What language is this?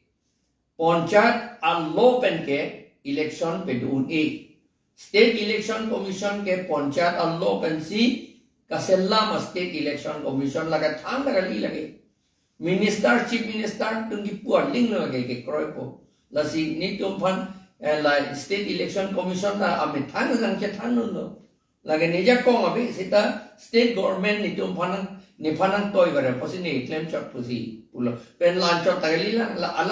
Karbi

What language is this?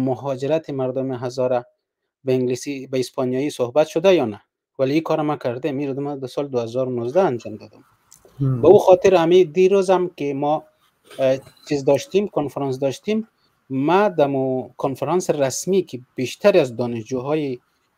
Persian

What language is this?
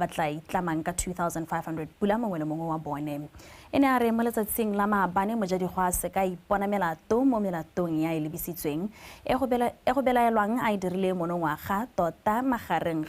Tswana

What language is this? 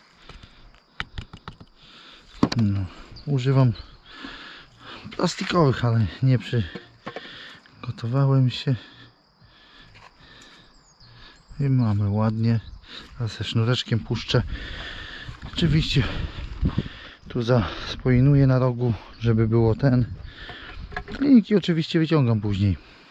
Polish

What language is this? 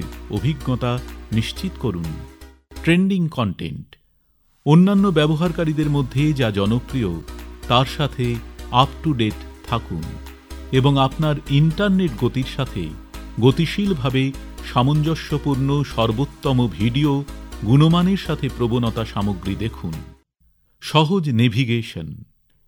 Bangla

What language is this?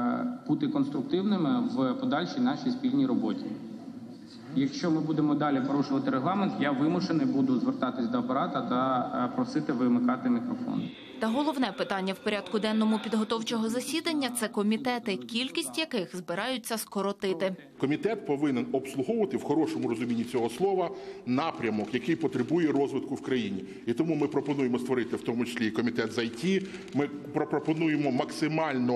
Ukrainian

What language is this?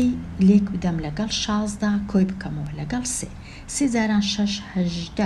Central Kurdish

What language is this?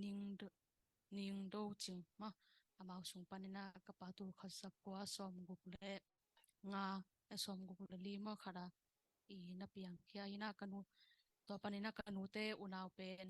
Tedim Chin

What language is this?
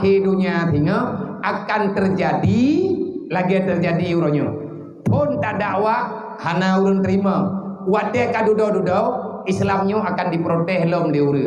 Achinese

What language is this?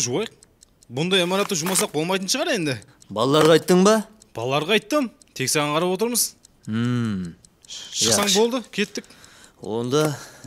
Kara-Kalpak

